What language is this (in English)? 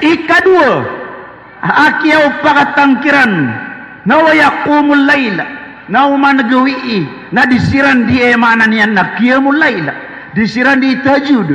Maranao